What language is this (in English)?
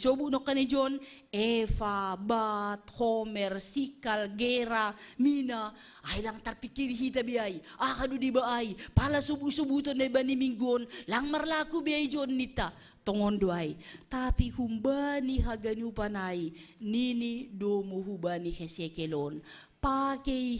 Batak Simalungun